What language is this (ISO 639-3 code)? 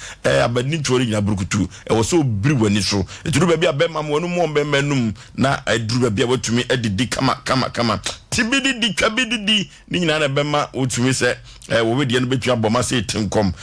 aka